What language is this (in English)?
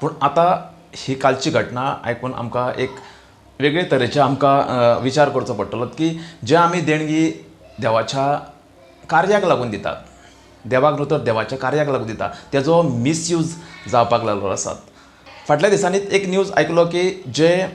Konkani